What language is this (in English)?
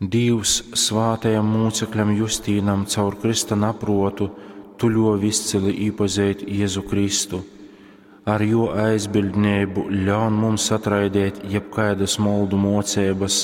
Latgalian